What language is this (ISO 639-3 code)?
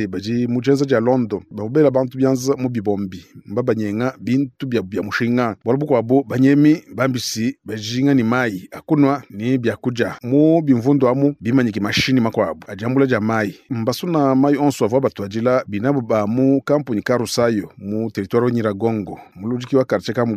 lua